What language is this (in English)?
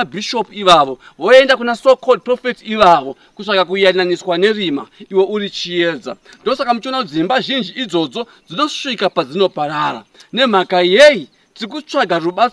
Shona